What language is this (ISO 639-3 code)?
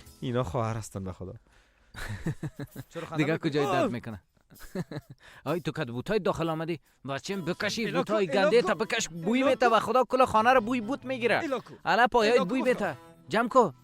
fas